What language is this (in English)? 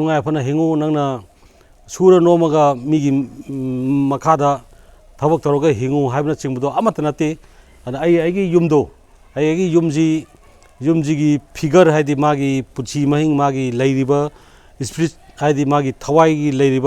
Manipuri